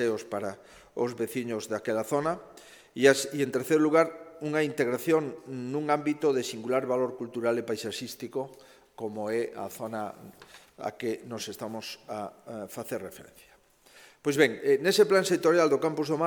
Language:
Galician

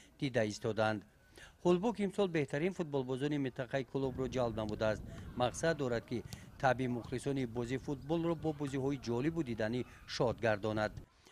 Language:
Tajik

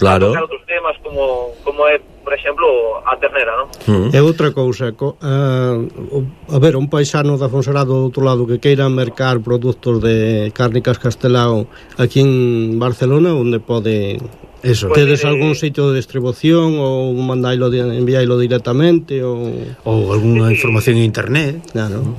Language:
Galician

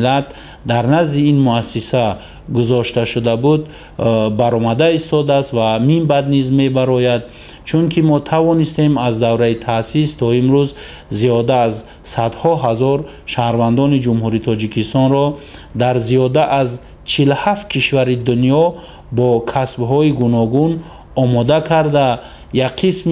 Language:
Tajik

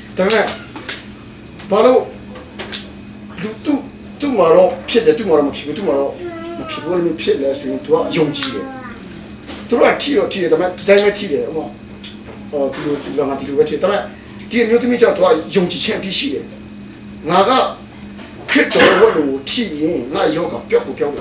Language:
Burmese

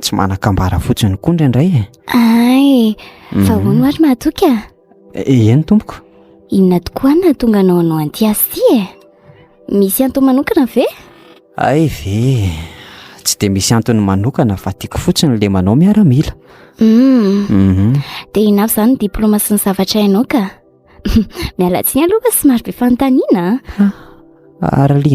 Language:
Malagasy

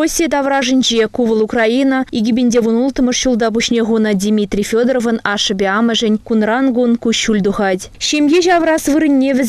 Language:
Chuvash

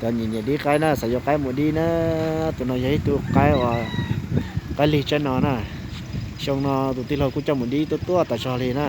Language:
Hmong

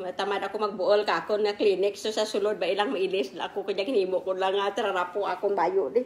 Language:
Kinaray-a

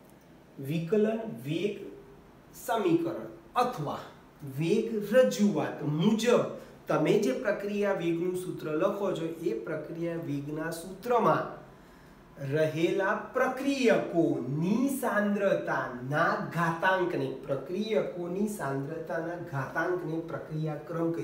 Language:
Gujarati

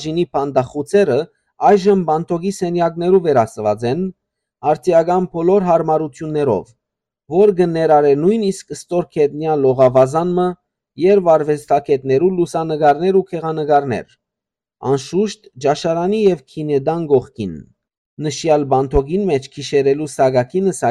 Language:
Western Armenian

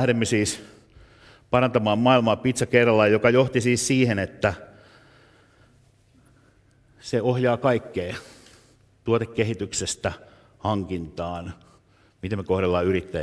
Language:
Finnish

